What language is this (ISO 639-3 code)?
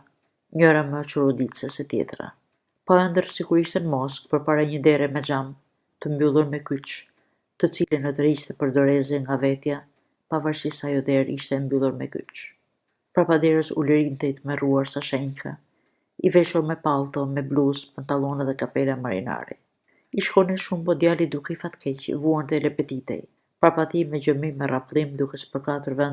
sqi